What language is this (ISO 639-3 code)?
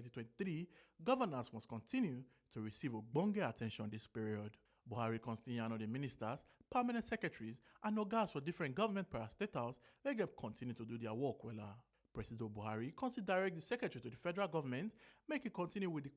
pcm